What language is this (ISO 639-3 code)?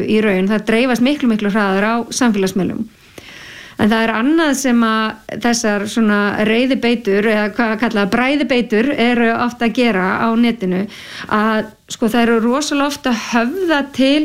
isl